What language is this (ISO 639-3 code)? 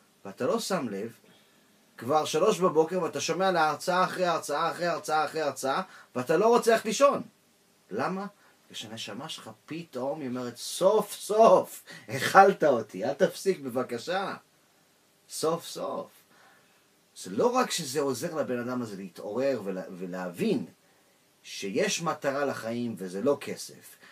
heb